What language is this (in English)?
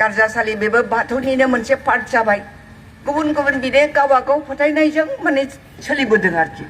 Bodo